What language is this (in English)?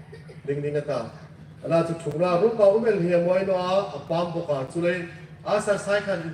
Hmar